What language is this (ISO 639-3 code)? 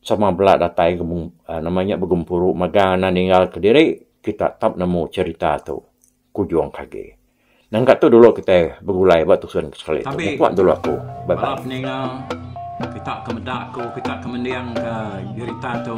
iba